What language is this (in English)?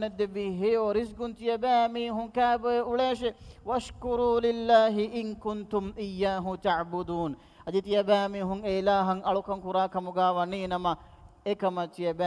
Divehi